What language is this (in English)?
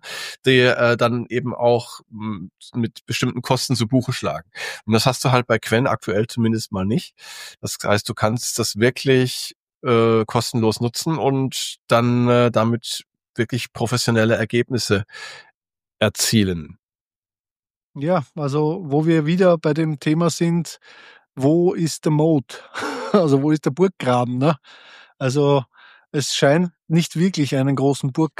German